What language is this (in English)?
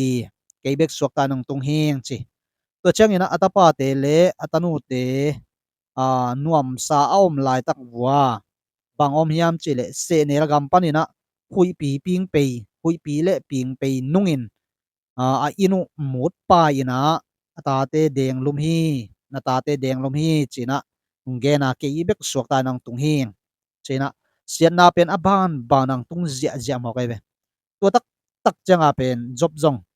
Tedim Chin